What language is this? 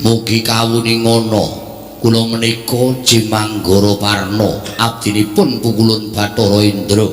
Javanese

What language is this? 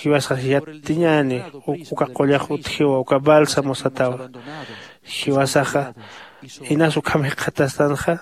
Aymara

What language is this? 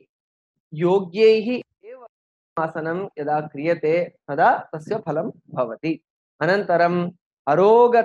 Sanskrit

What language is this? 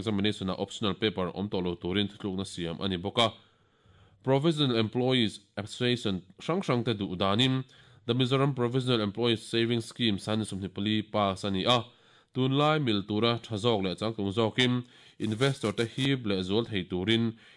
Mizo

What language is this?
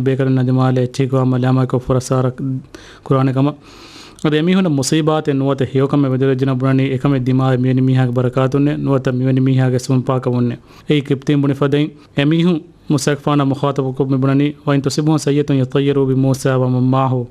Divehi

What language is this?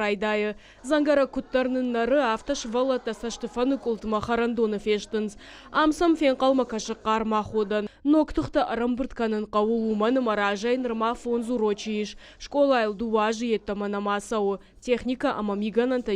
Ossetic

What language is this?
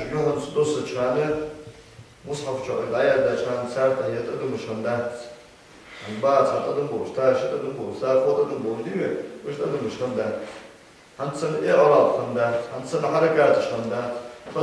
Ingush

